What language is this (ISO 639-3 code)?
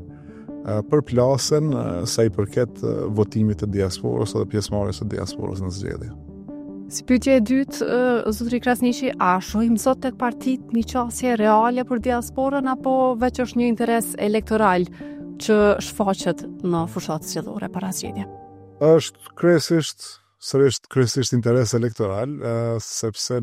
sqi